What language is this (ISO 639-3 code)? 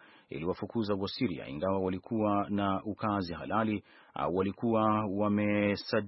swa